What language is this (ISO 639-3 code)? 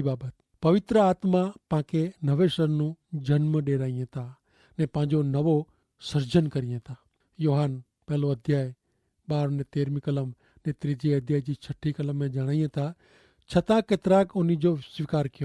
kfr